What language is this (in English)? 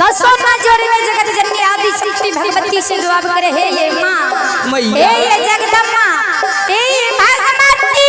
Maithili